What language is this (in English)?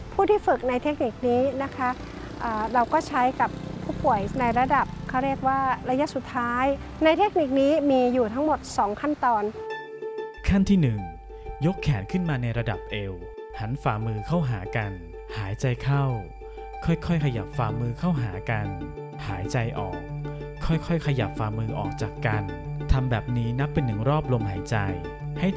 Thai